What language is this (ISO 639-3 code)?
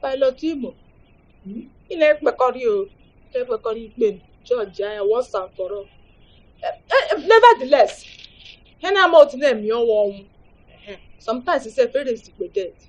ibo